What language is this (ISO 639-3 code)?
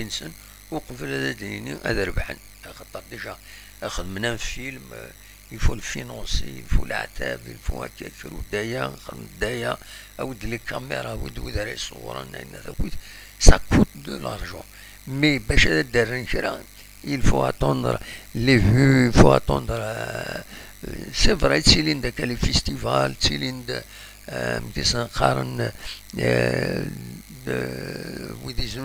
kab